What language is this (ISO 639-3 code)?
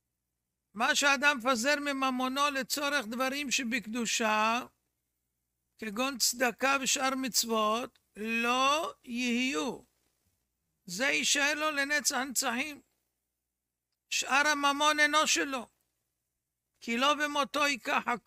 heb